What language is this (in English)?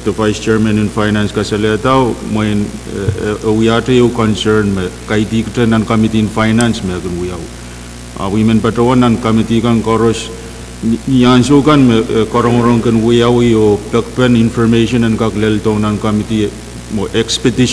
Pohnpeian